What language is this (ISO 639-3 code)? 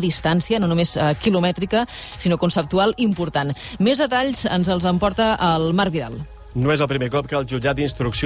cat